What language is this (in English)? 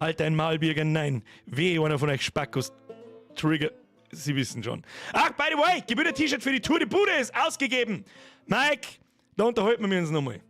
Bavarian